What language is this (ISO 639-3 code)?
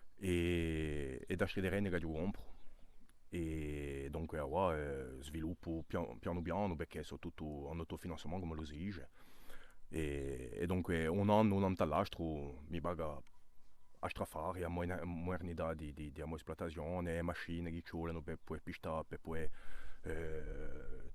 cos